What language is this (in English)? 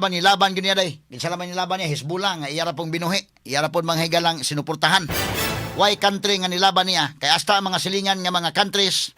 Cebuano